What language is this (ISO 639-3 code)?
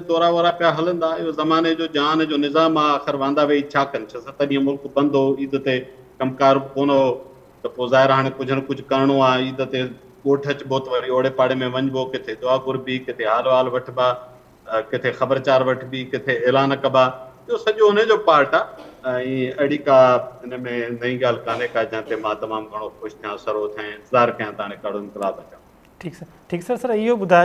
snd